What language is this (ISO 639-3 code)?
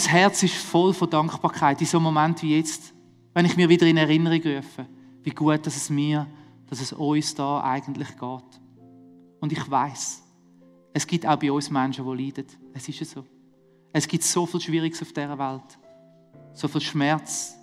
gsw